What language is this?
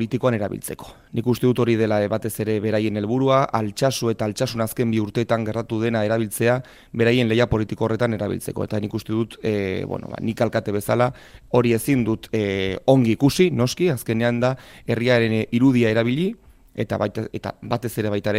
Basque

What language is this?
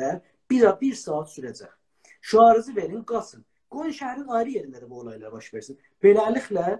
South Azerbaijani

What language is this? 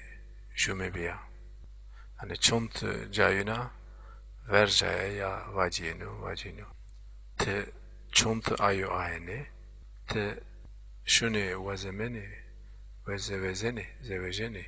Zaza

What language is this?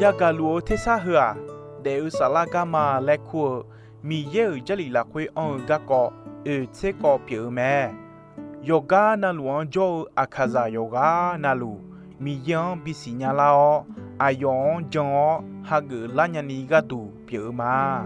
Akha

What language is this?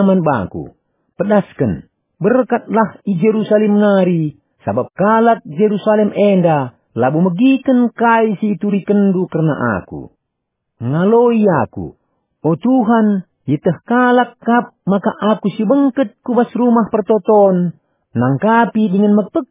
Batak Karo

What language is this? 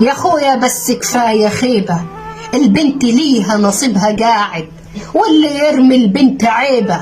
Egyptian Arabic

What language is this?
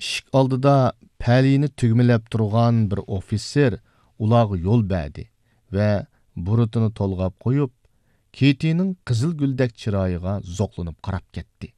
Uyghur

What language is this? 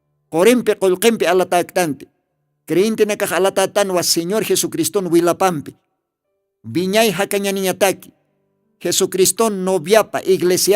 Aymara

